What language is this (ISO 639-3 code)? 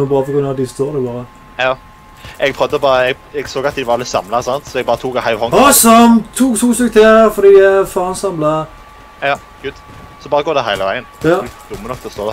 nor